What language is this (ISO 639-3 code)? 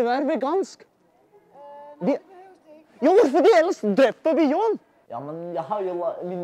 dan